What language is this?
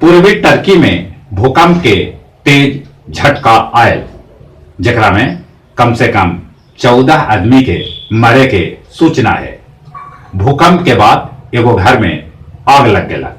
Magahi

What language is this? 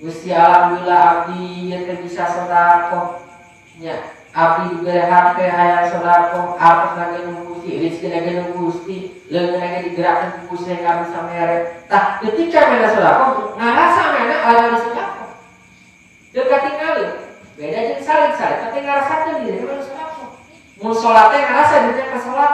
Sundanese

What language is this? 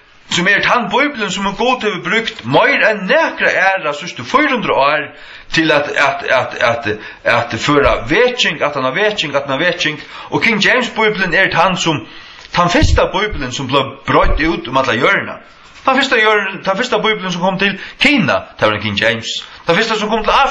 Faroese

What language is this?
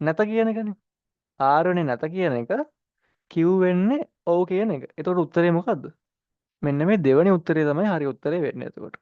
Sinhala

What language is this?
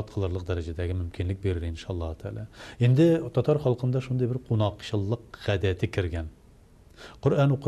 Tatar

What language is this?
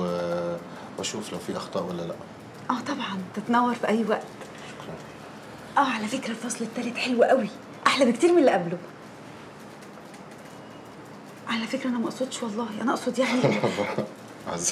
Egyptian Arabic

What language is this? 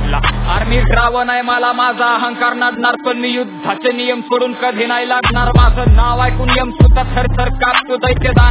Marathi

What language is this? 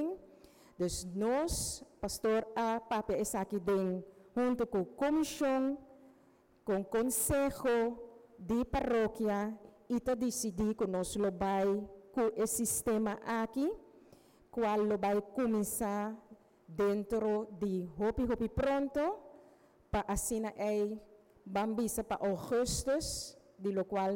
Papiamento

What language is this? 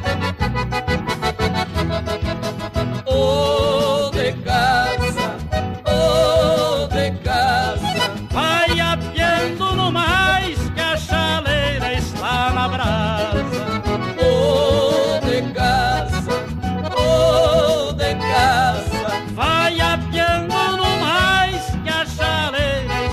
Portuguese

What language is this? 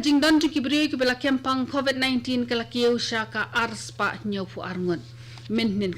Khasi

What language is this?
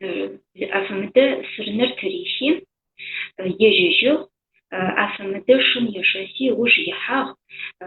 Adyghe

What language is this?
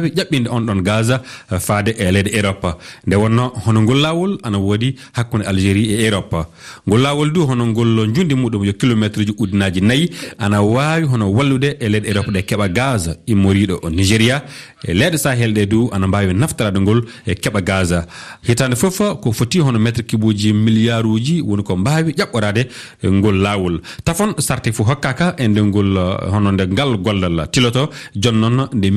Fula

